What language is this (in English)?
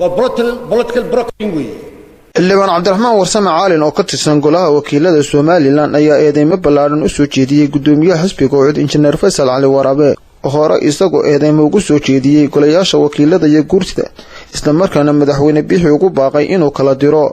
Somali